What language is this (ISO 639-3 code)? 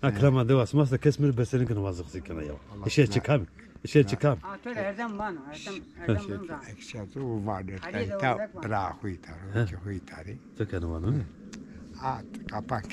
zza